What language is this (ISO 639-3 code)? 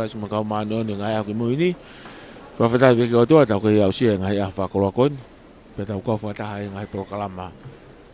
ton